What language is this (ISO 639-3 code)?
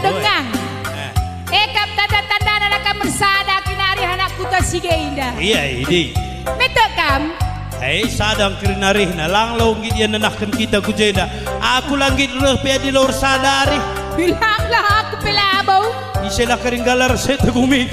btx